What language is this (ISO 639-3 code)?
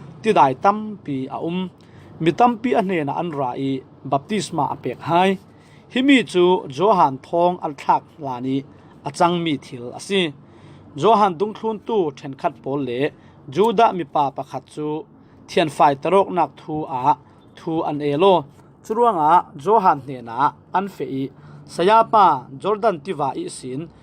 cfm